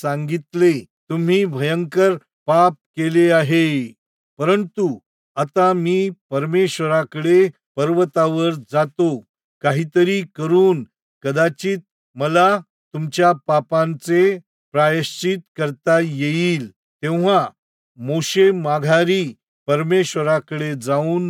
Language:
Marathi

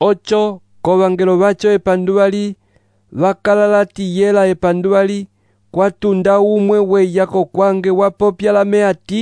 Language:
Umbundu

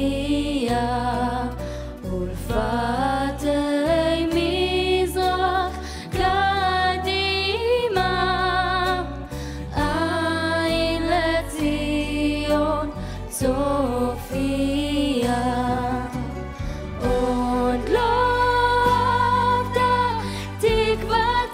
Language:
Hebrew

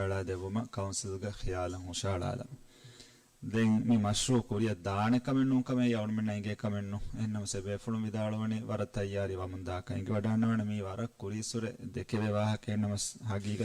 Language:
Divehi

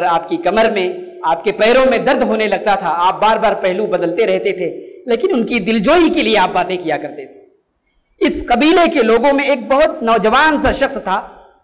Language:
Urdu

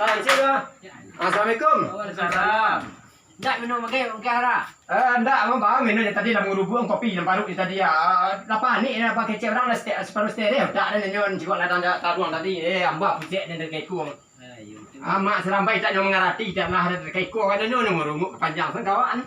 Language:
Minangkabau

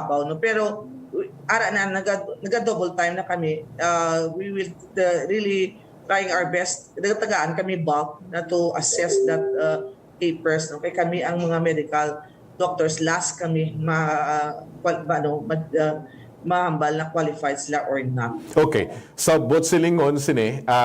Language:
Hiligaynon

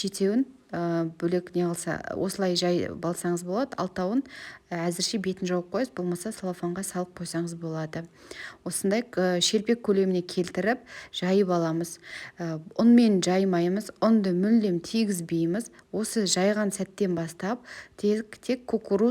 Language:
Kazakh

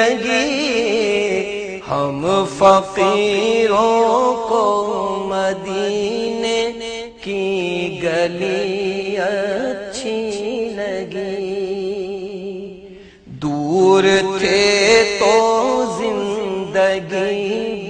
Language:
Urdu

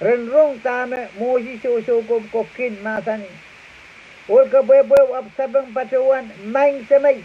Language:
Pohnpeian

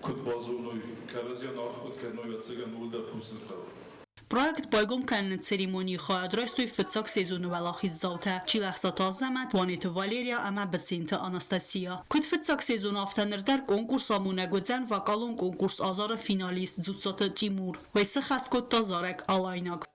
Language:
Ossetic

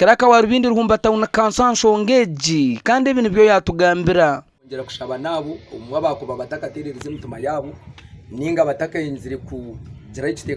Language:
Nyankole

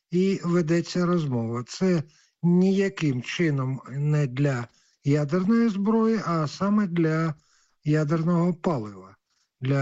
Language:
Ukrainian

